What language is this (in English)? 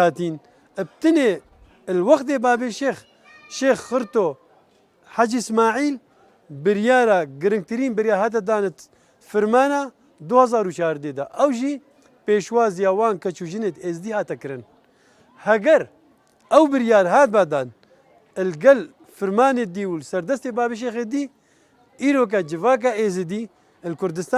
Kurdish